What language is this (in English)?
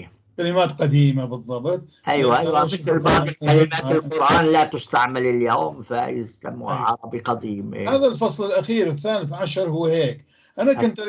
North Levantine Arabic